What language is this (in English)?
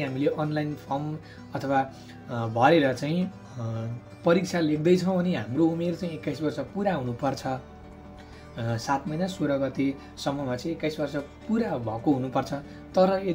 Nepali